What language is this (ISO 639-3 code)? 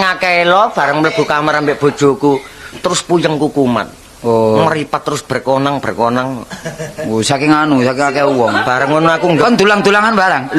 jav